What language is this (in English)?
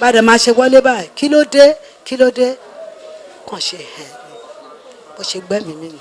Yoruba